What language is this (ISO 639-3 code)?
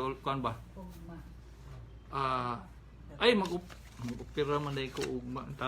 ceb